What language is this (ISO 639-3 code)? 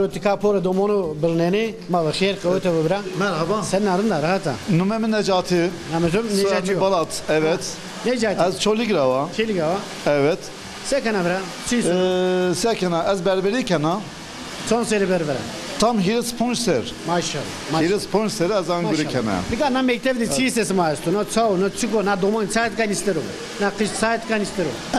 zza